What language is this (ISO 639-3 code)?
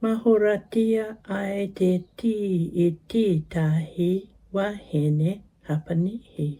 mri